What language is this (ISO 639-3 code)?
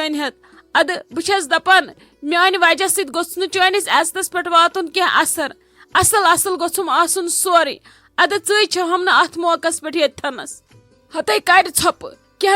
kas